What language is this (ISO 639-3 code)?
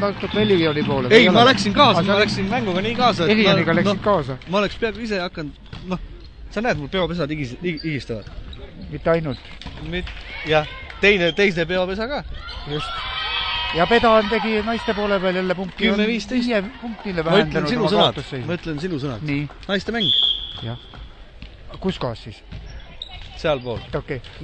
est